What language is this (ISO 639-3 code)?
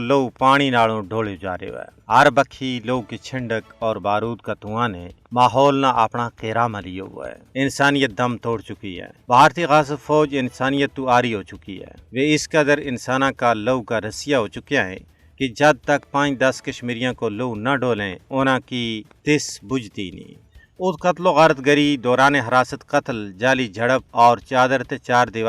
gju